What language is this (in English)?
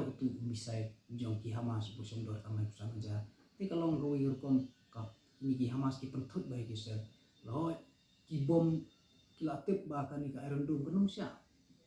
Khasi